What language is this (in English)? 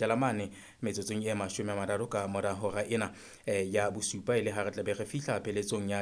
Southern Sotho